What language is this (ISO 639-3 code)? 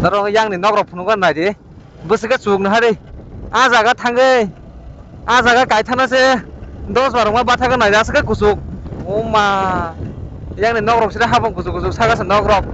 trp